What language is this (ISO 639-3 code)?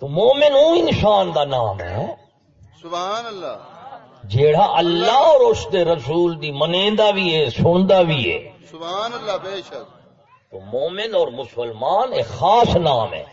skr